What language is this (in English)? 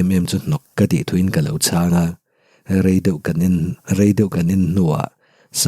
Mizo